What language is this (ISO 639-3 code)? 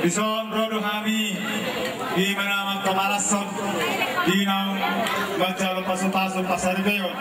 bbc